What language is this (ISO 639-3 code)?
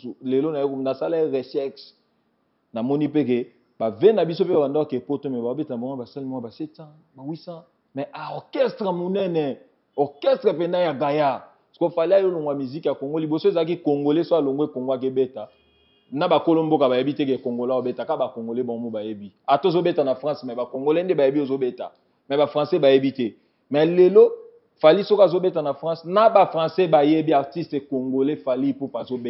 lin